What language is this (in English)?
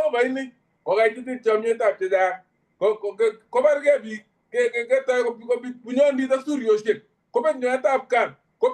Kalenjin